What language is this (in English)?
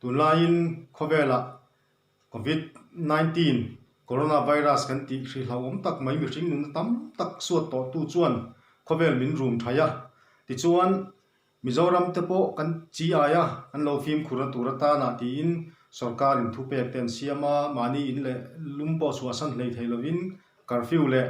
Mizo